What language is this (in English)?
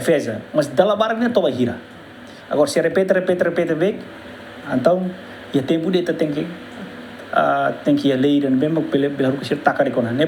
Tetum